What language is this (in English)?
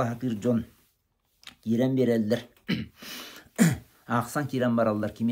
Yakut